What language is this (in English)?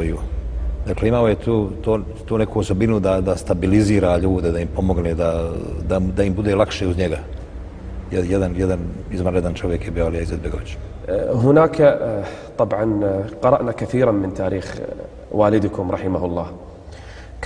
Bosnian